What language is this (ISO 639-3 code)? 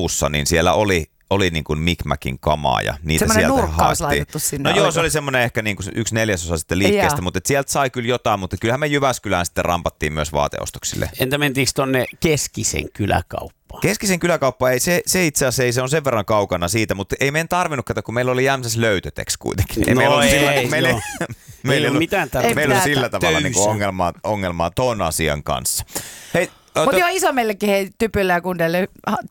fin